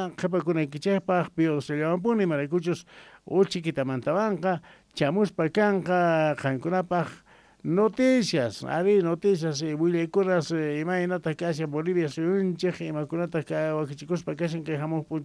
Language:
South Bolivian Quechua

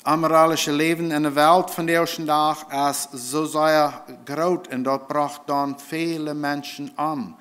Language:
Plautdietsch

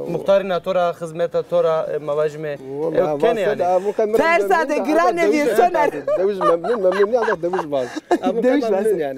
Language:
Zaza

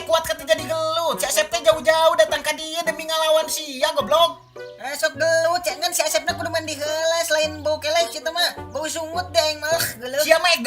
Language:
Sundanese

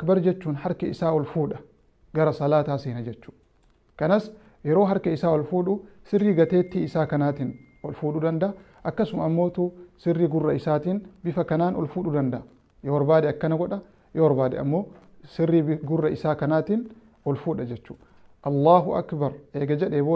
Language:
Oromo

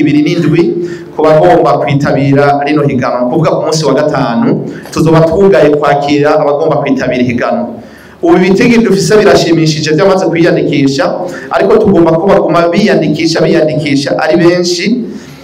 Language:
Rundi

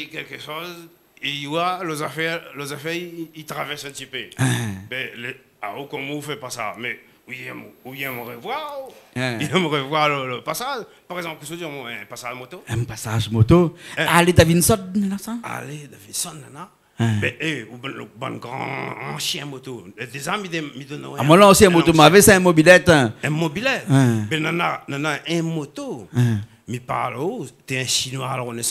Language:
Réunion Creole French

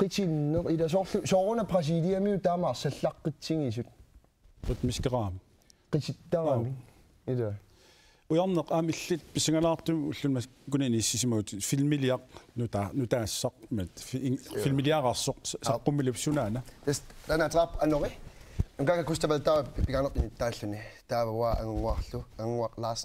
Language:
Kalaallisut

